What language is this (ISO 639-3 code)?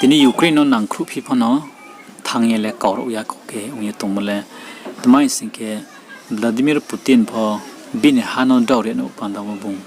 ria